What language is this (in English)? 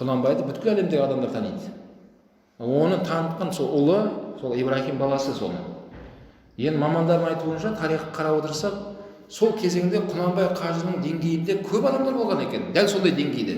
Kazakh